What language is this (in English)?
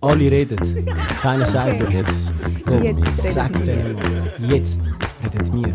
Swiss German